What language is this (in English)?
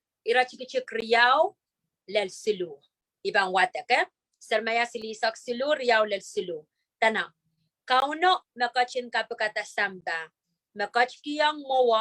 Pohnpeian